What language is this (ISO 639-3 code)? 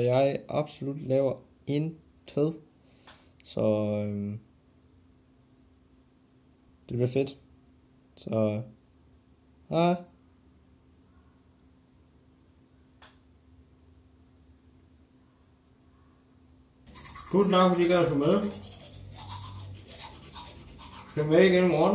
dan